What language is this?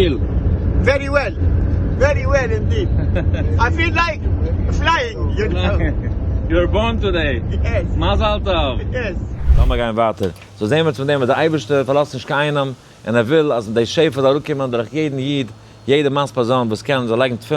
Yiddish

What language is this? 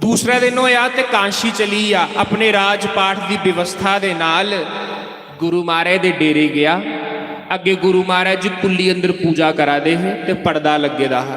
Dogri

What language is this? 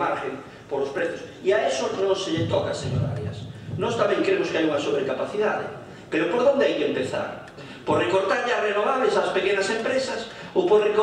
Galician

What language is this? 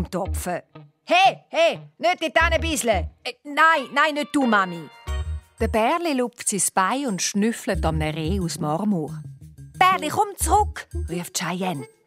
Swiss German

